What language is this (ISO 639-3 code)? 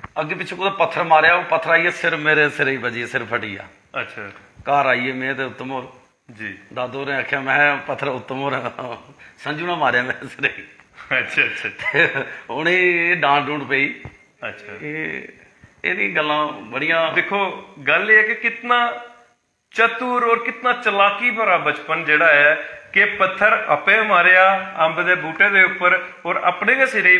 doi